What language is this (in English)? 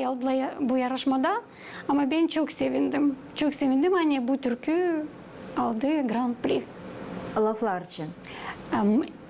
Gagauz